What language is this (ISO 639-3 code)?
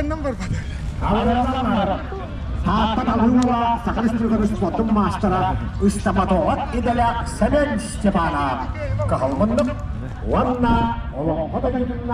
sah